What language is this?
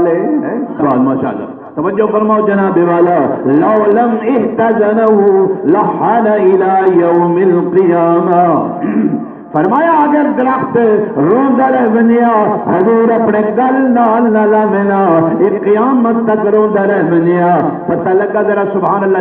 Saraiki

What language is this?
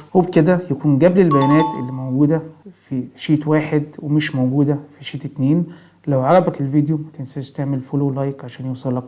Egyptian Arabic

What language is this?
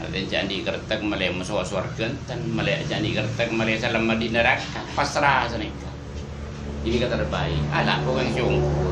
Madurese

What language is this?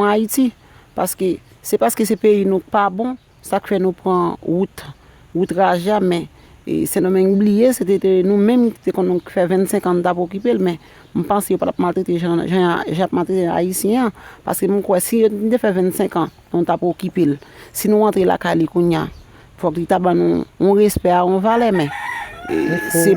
Haitian Creole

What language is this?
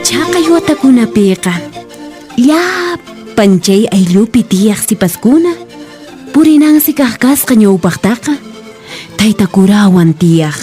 Quechua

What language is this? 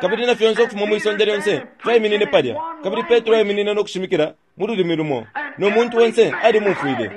Bemba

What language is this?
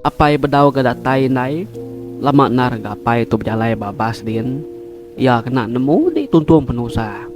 Iban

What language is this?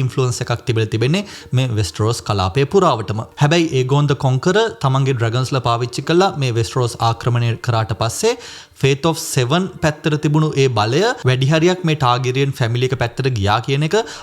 Sinhala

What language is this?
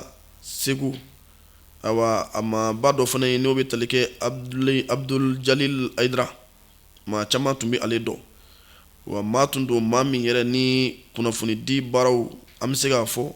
Bambara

